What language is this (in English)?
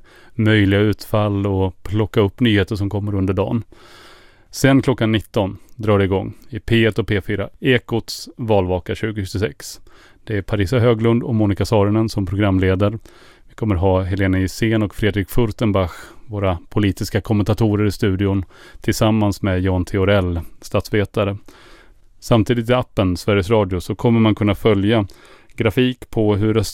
Swedish